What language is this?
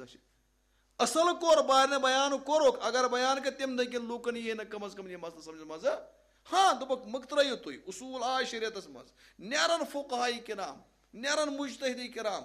Kashmiri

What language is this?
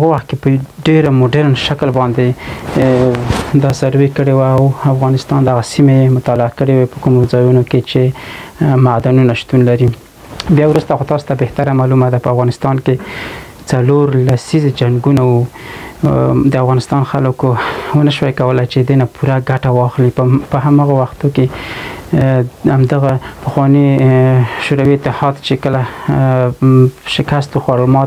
Pashto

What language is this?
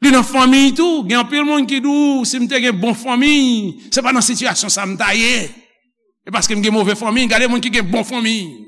Haitian Creole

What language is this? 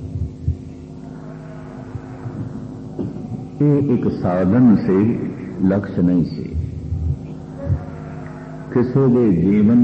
Punjabi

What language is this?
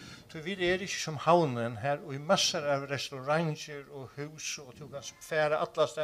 Faroese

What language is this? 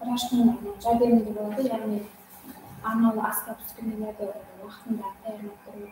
Kara-Kalpak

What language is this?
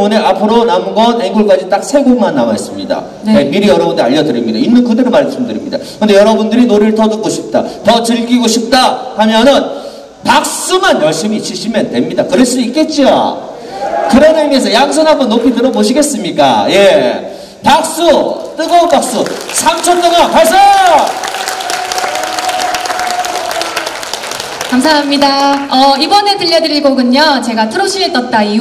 Korean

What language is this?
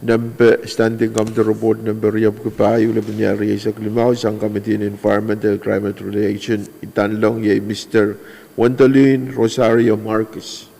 Pohnpeian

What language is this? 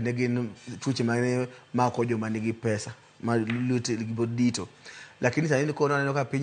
Luo (Kenya and Tanzania)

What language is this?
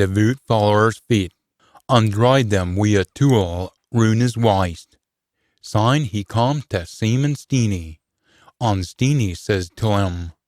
Scots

